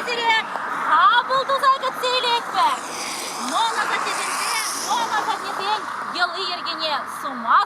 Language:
Chuvash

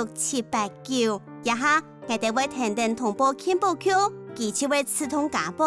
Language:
Hakka Chinese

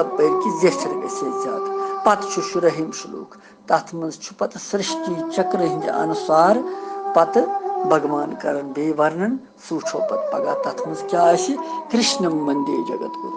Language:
Kashmiri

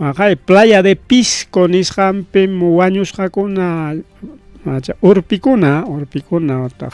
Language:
Ayacucho Quechua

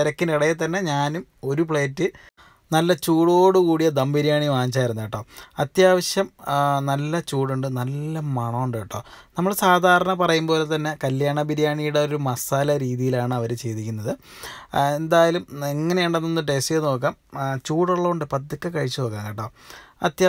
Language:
Malayalam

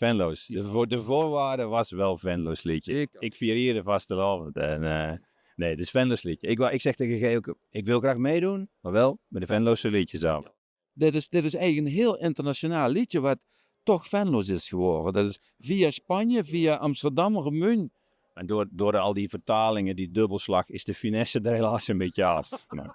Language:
Limburgish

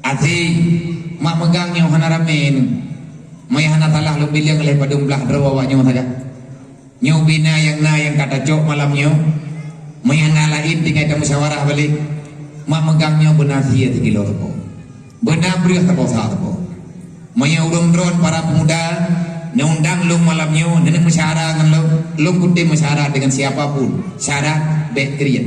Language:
Achinese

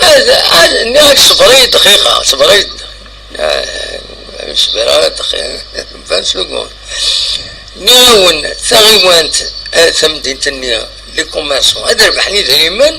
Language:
Kabyle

